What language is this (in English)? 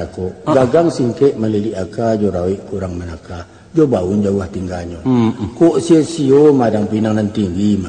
Minangkabau